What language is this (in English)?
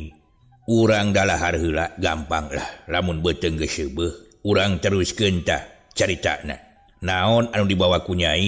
Sundanese